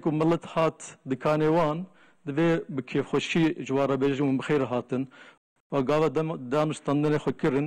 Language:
Kurdish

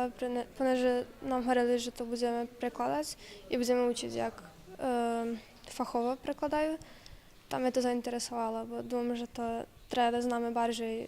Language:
Rusyn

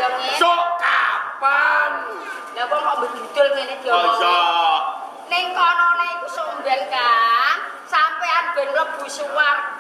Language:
Javanese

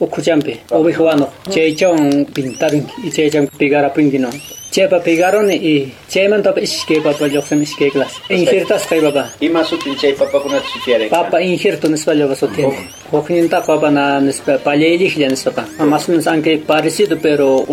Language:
Quechua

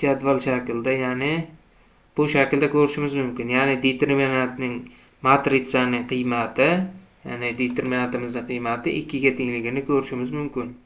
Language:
Uzbek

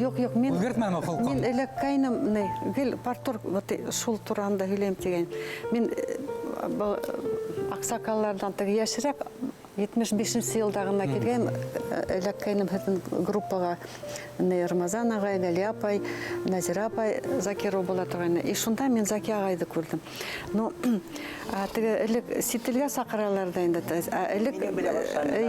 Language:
Bashkir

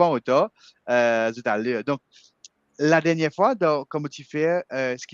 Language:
Morisyen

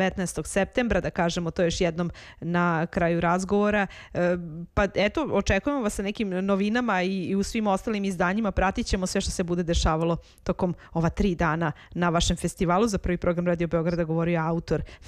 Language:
Serbian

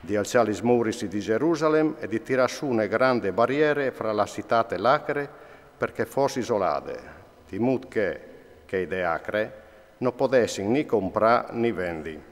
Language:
Friulian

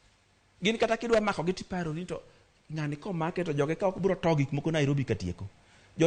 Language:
Luo (Kenya and Tanzania)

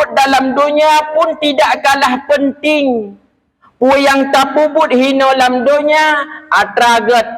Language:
Achinese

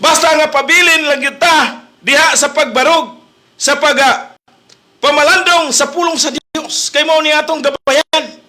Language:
Cebuano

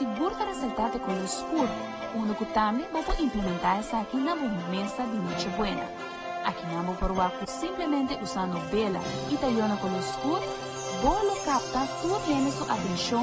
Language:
Papiamento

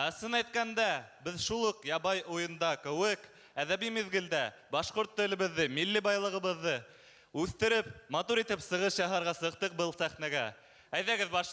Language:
Bashkir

